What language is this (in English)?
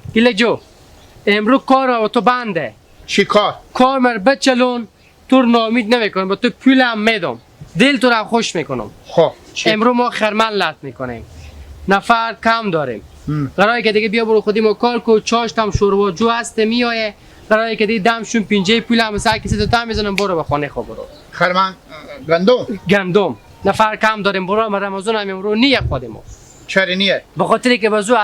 Hazaragi